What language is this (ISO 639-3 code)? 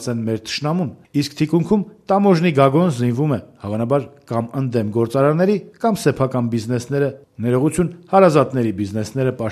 hye